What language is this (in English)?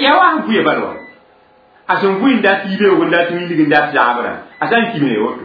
Mossi